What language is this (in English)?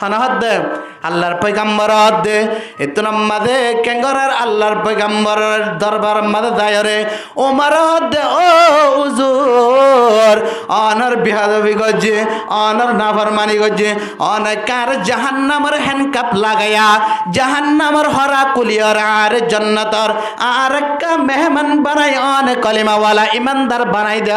Rohingya